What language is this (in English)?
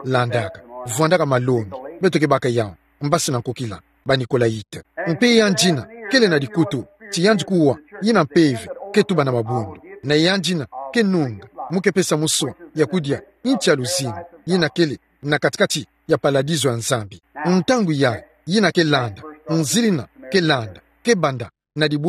Kituba (Democratic Republic of Congo)